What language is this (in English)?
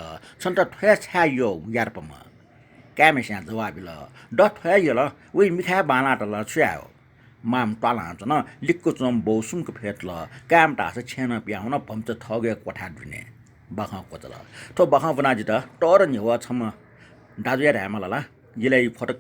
Newari